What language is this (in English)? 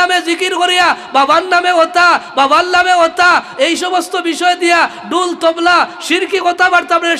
Sylheti